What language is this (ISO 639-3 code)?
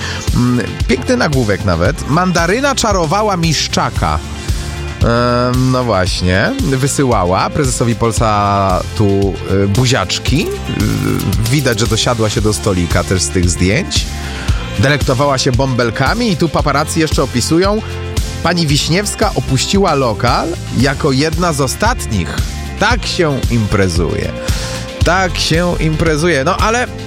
pol